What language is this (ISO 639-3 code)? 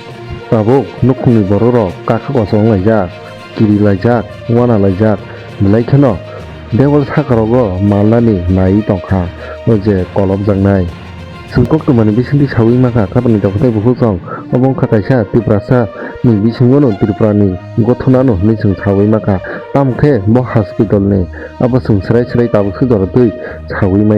trp